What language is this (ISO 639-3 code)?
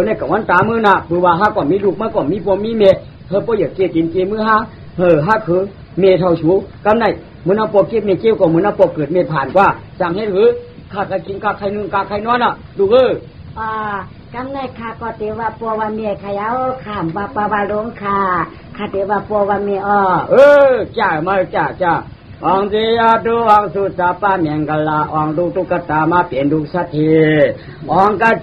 shn